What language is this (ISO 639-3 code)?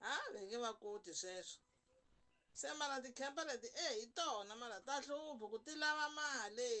tso